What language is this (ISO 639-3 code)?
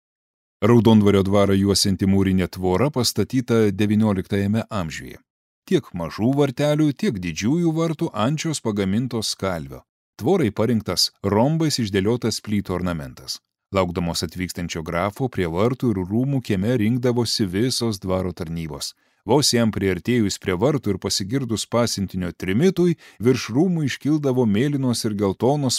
lit